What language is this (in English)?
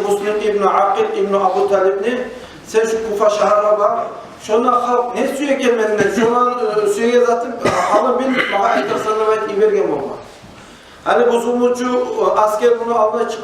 Kumyk